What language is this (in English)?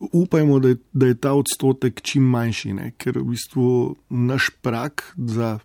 Slovenian